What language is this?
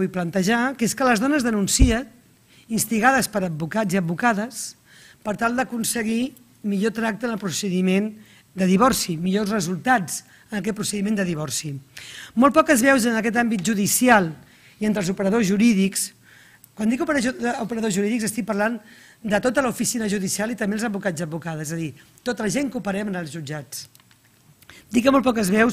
Catalan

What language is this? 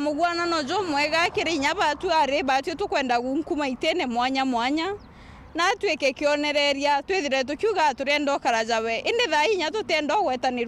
Meru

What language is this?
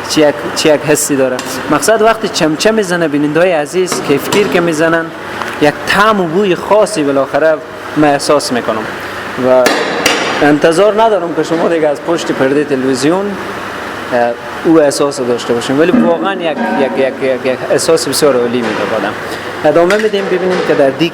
Persian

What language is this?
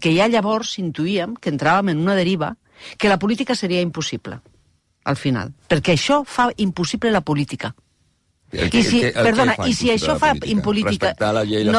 Catalan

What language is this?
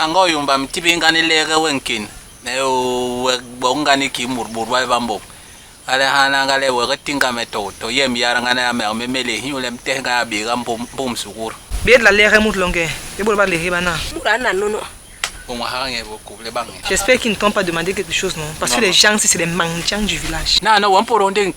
Basaa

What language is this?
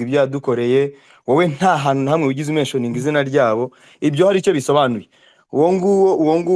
Kinyarwanda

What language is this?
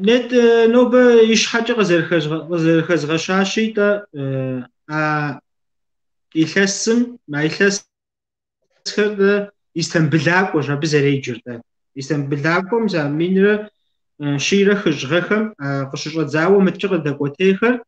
Kabardian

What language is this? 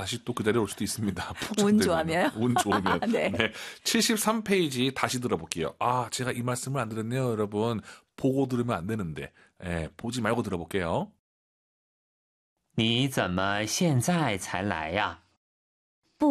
Korean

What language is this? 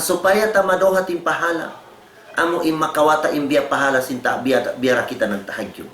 Tausug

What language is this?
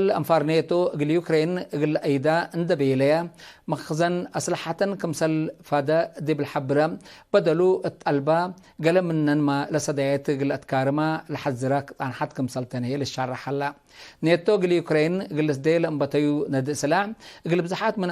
Tigre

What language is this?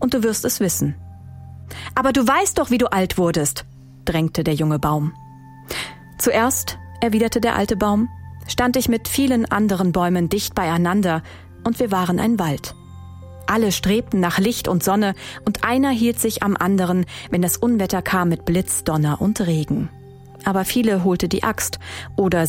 German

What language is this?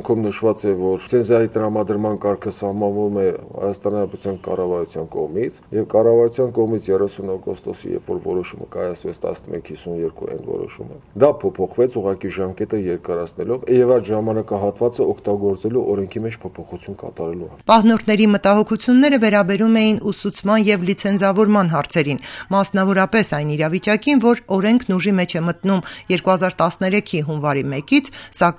Armenian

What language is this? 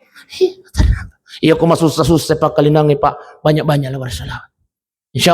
Buginese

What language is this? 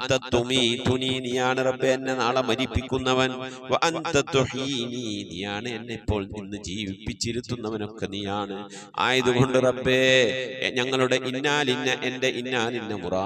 Malayalam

